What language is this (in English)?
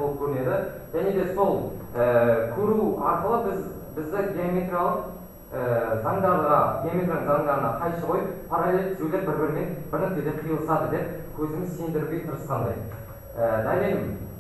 Kazakh